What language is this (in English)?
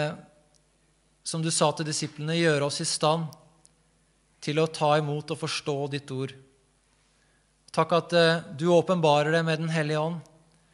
Norwegian